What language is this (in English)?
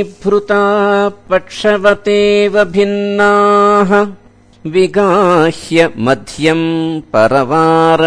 Sanskrit